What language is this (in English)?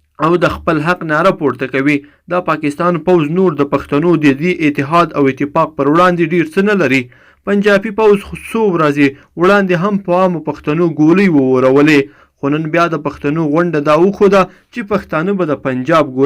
Pashto